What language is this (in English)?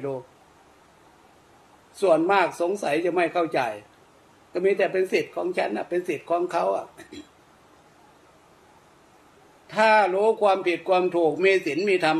Thai